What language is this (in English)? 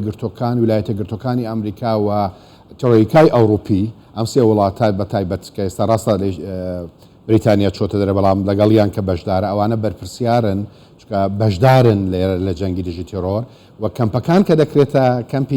Central Kurdish